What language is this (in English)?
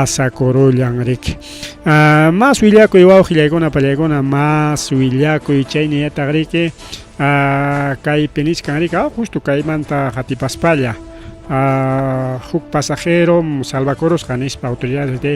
Ayacucho Quechua